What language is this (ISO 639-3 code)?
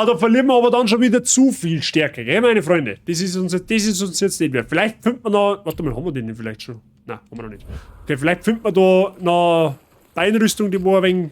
bar